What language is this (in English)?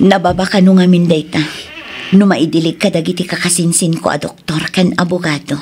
Iloko